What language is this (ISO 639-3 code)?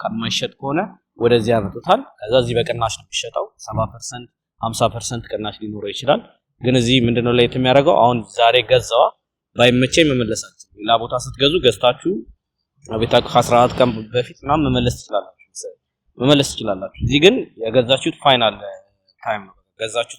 amh